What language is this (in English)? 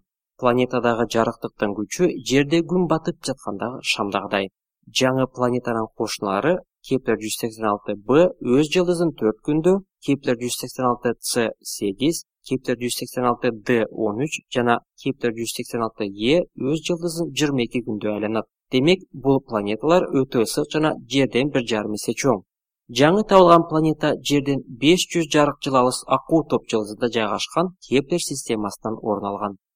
Kyrgyz